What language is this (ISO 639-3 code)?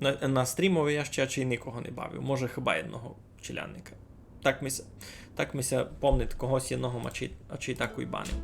rue